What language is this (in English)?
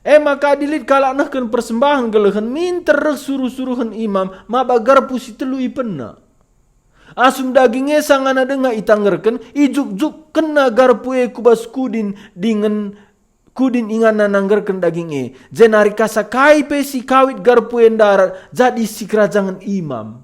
Batak Karo